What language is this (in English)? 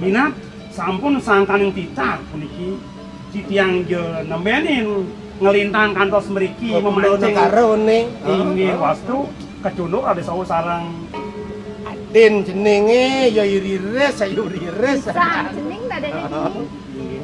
Balinese